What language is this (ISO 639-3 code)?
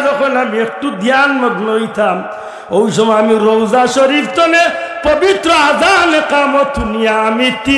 syl